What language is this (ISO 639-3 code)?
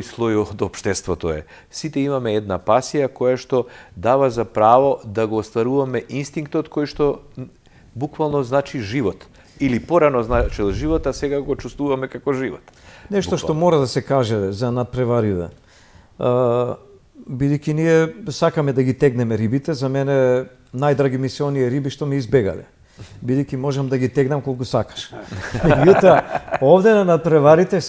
mkd